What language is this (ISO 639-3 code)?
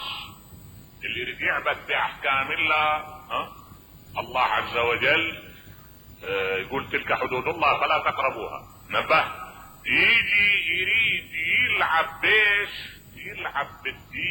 acm